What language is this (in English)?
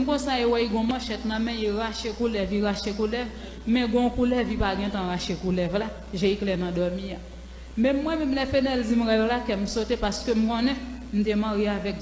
Haitian Creole